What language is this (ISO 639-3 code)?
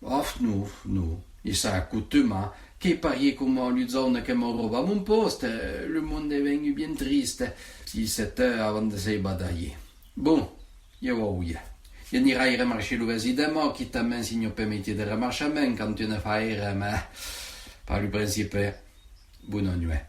oci